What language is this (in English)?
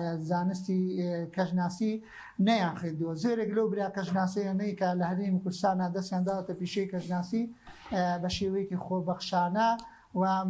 Central Kurdish